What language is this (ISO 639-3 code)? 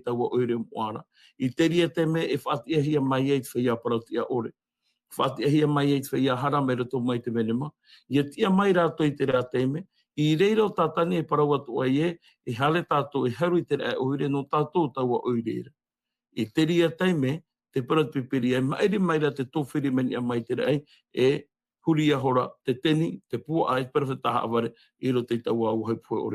tah